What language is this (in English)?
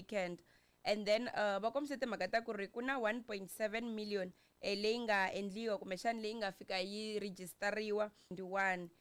Tsonga